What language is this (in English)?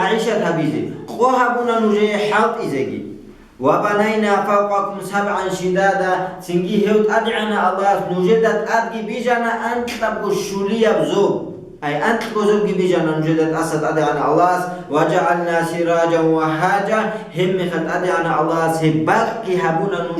Avaric